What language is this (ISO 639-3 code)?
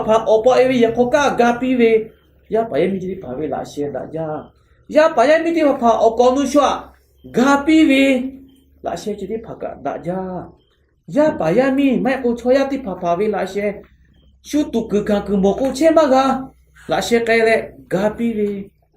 lhu